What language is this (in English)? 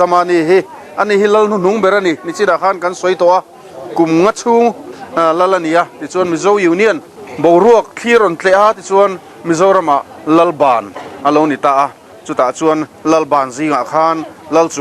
Mizo